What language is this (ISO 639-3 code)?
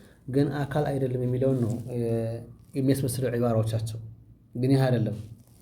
amh